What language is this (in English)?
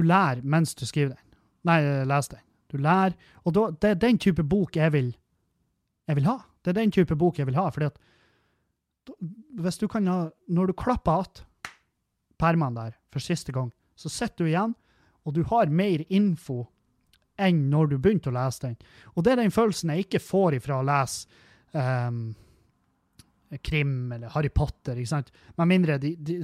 Norwegian